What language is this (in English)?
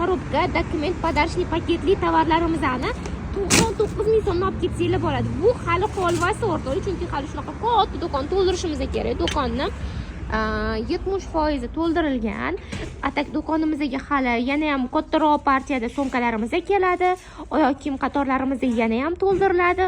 Uzbek